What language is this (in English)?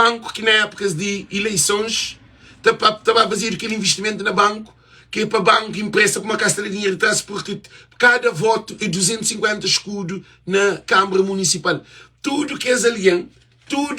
Kabuverdianu